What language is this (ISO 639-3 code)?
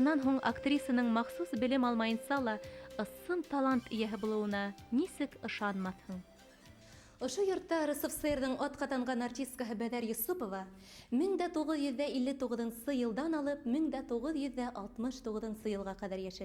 bak